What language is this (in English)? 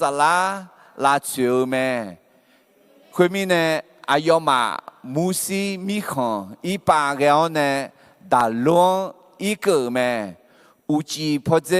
Akha